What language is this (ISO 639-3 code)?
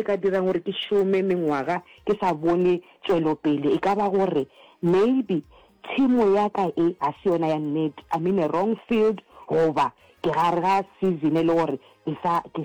nso